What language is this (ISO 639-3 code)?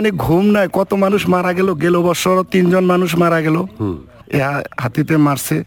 ben